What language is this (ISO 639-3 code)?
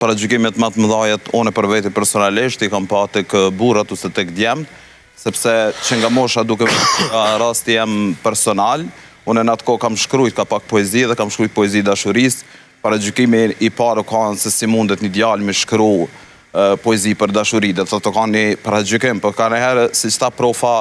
sqi